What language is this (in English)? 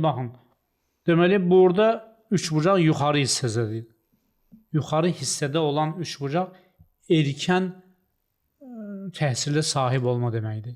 Azerbaijani